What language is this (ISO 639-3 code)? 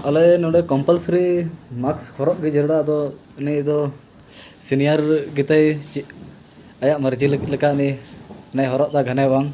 sat